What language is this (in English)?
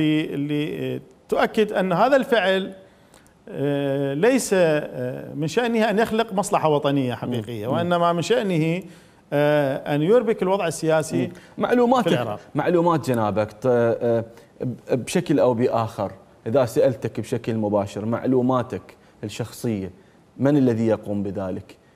Mesopotamian Arabic